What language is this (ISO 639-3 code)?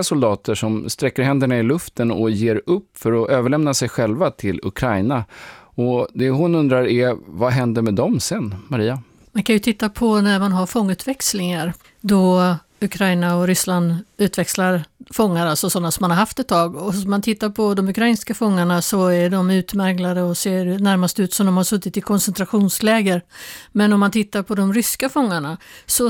swe